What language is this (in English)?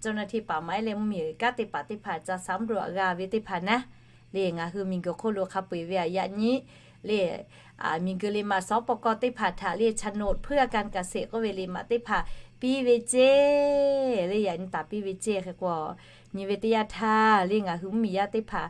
Lahu